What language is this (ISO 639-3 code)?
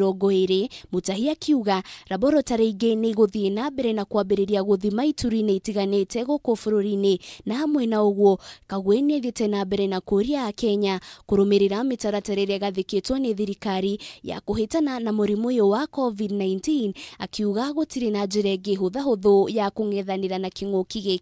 kik